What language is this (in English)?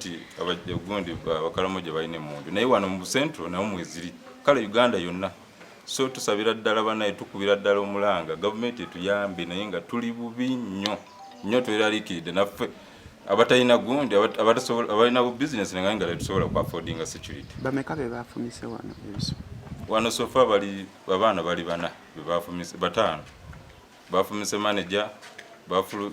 Ganda